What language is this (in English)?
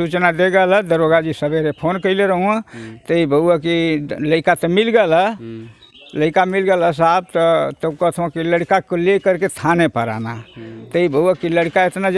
Bhojpuri